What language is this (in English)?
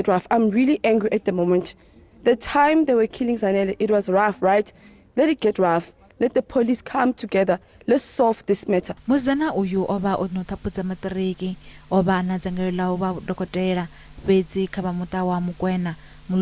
Venda